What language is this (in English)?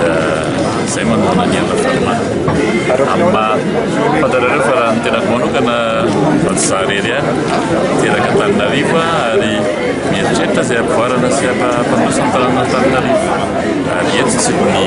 Malagasy